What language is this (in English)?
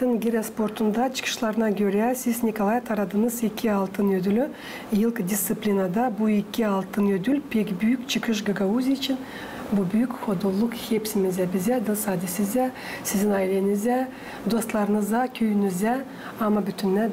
Gagauz